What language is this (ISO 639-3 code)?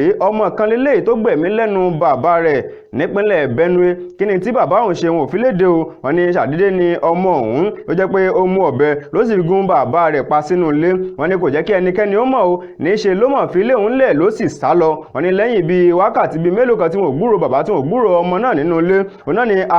yor